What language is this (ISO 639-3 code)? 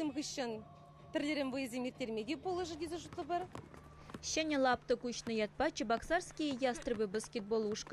chv